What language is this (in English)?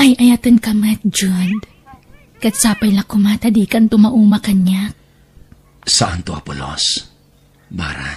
Iloko